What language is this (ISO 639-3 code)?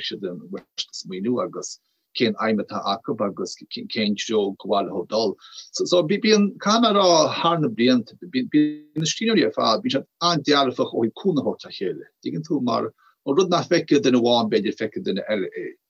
gle